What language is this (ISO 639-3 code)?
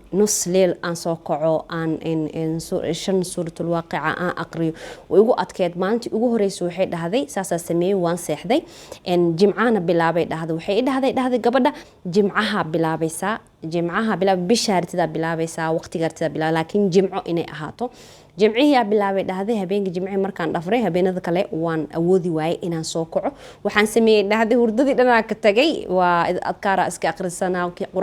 som